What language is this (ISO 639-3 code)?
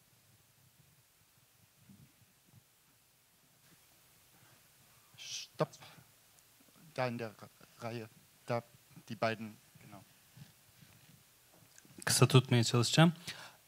tur